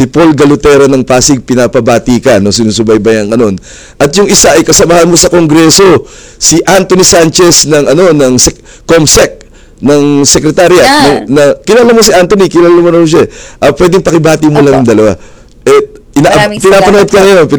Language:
Filipino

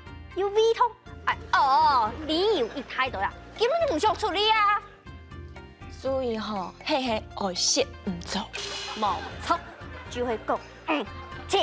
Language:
Hakka Chinese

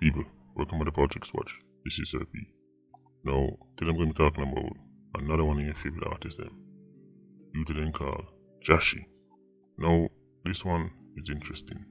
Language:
Jamaican Creole English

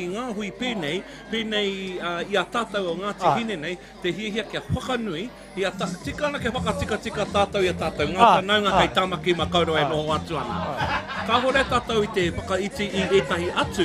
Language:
Māori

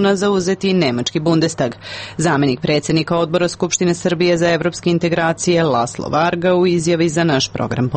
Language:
Serbian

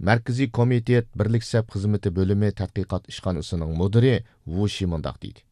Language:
Uyghur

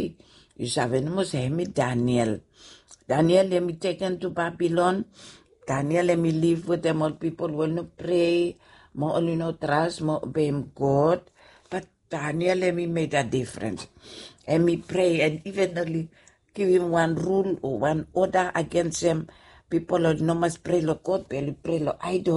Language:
Bislama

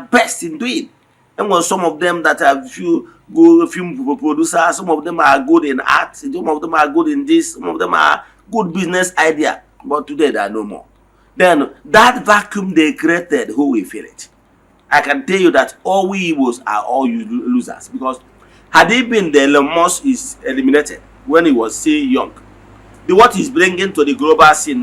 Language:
Igbo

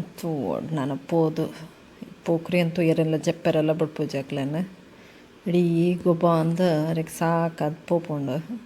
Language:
Tulu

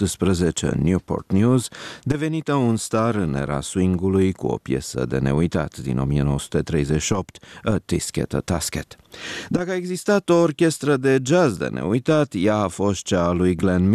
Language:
Romanian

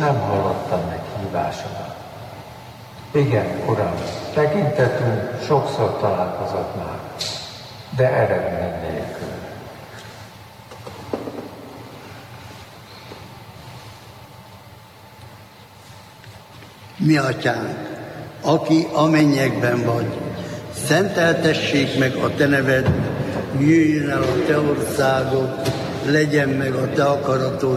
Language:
Hungarian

